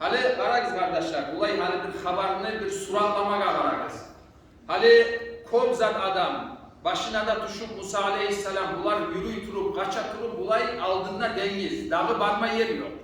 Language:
Kumyk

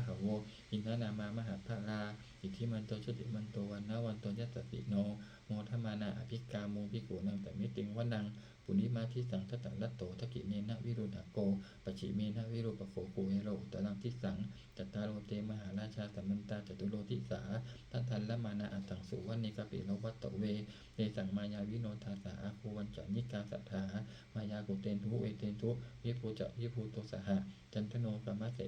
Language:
Pali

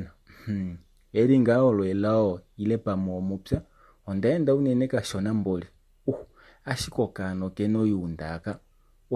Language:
Kuanyama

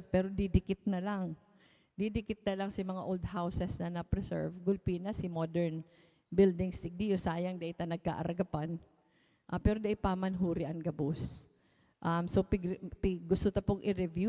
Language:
Bikol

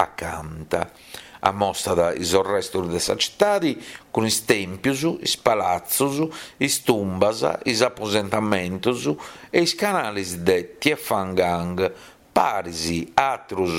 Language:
Sardinian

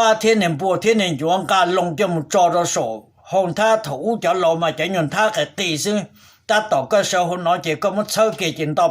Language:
Hmong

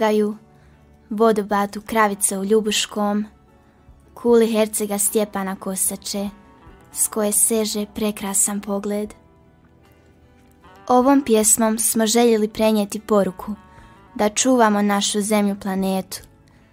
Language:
Croatian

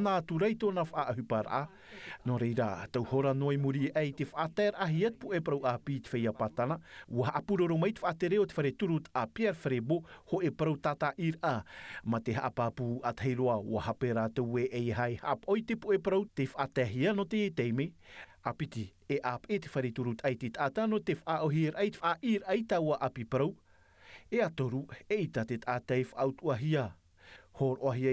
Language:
Tahitian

